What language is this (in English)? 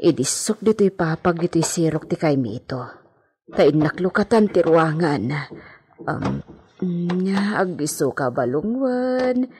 Iloko